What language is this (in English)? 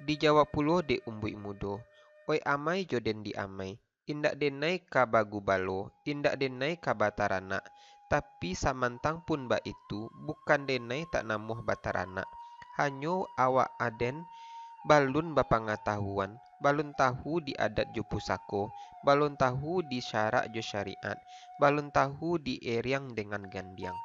Minangkabau